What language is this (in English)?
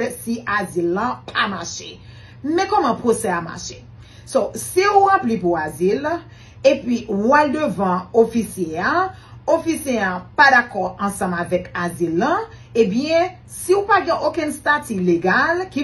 Haitian Creole